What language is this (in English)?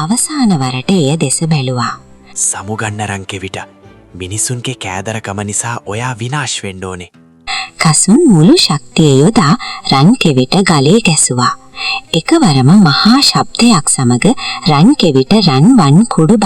Sinhala